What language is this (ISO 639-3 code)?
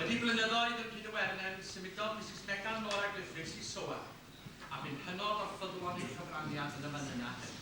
cym